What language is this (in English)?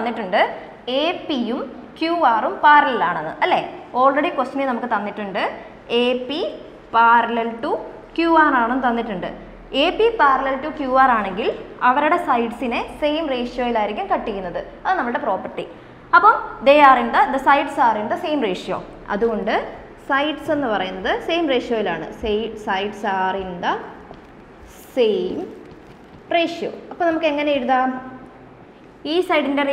Malayalam